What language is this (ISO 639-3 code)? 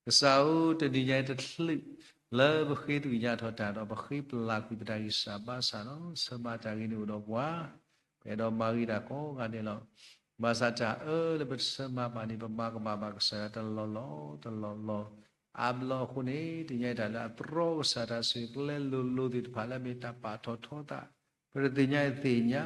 ksw